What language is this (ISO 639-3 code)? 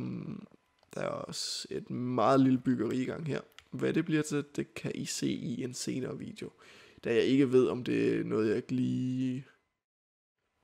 dan